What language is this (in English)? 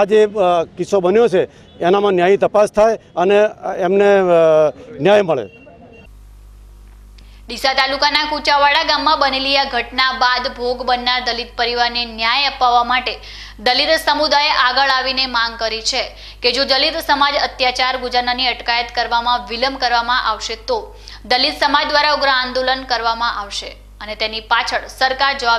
Gujarati